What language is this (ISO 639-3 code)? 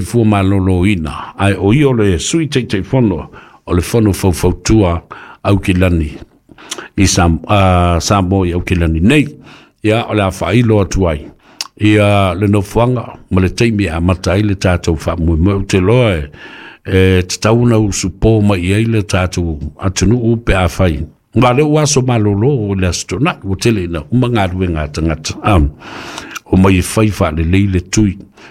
smo